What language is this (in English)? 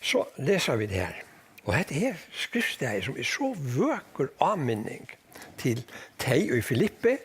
Faroese